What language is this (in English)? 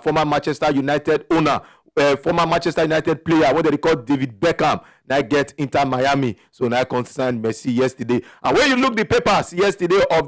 Nigerian Pidgin